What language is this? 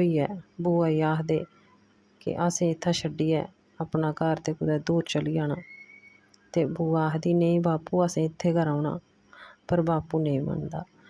Dogri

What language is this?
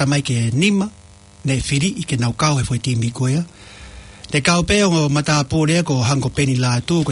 Tongan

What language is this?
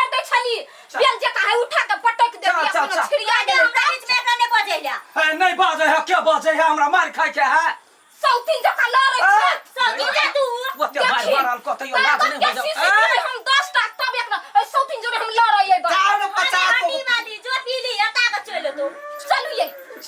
Maithili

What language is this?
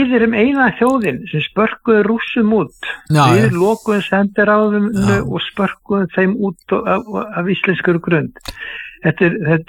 Icelandic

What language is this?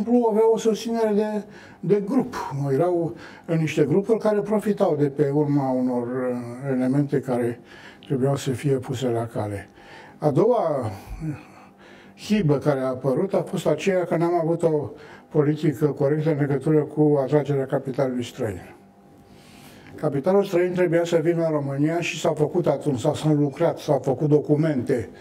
Romanian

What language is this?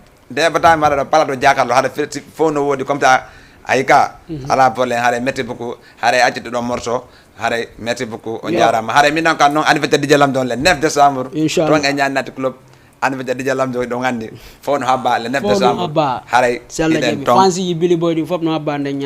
Fula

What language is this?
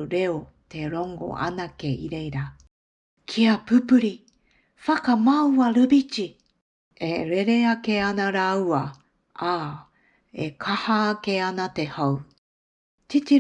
Māori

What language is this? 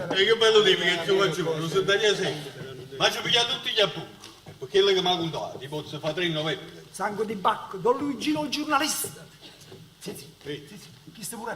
Neapolitan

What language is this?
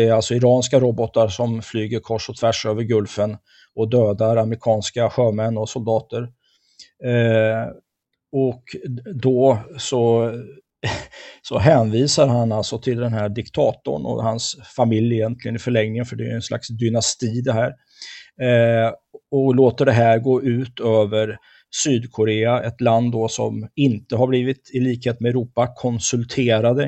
Swedish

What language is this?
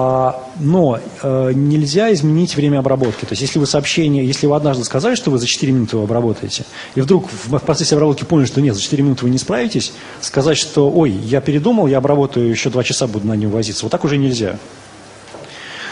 Russian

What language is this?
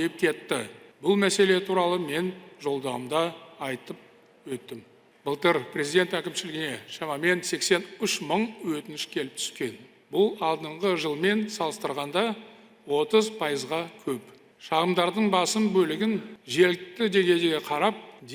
Kazakh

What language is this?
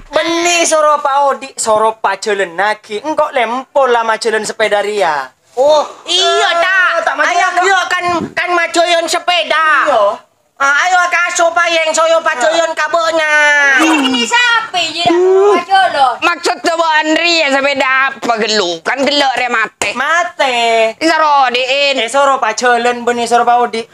Madurese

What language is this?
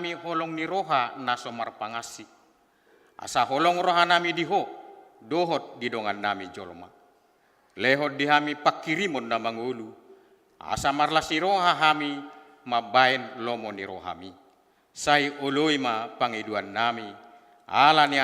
Batak Toba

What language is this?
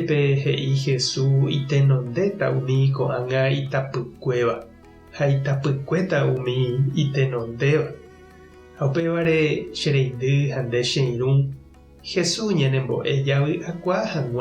Guarani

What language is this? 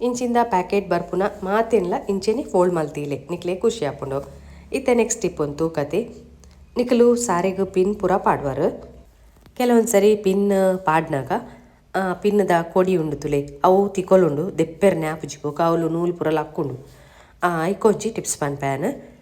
Tulu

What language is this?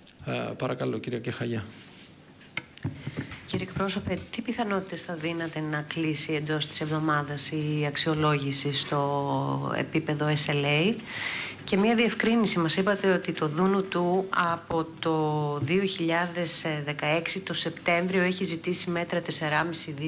Greek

